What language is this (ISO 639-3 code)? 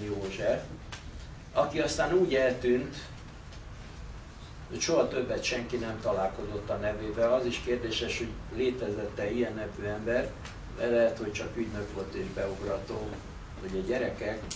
hun